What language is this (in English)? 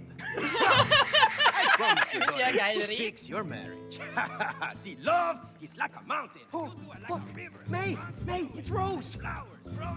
Bavarian